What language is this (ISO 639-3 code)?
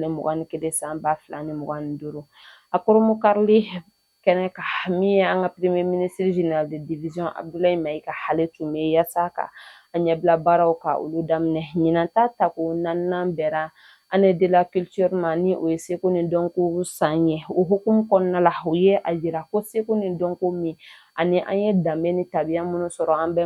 bam